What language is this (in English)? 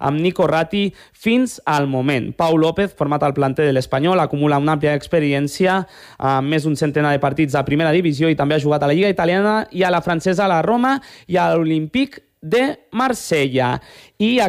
Catalan